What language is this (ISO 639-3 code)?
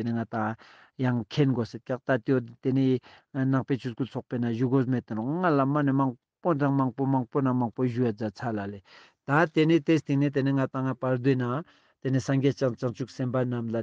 lbj